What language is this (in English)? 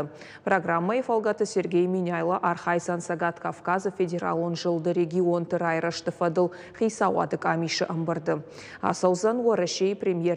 Ossetic